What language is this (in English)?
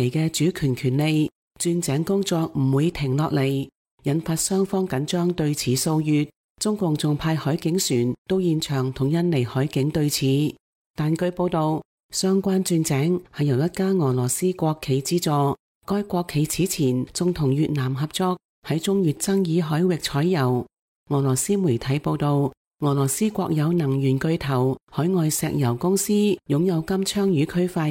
Cantonese